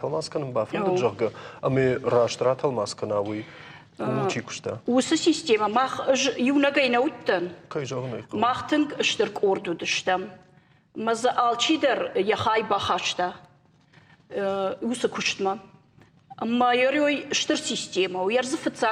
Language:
Ossetic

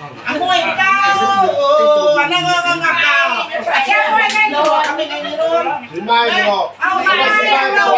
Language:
Iban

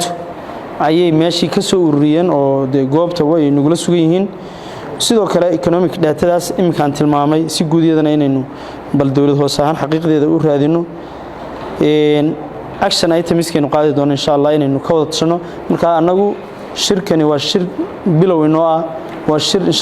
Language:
Somali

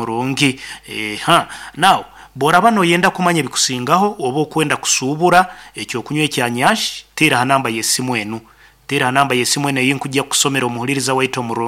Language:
Nyoro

